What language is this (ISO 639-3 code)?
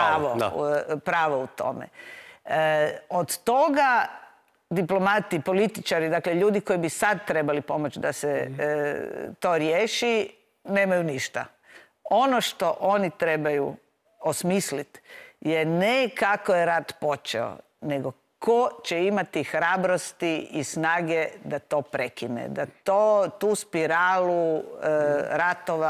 hrv